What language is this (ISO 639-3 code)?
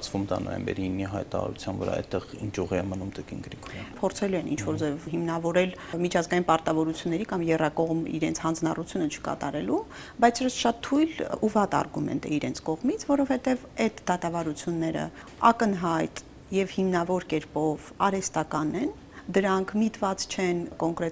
hye